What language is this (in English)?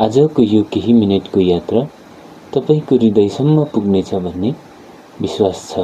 Nepali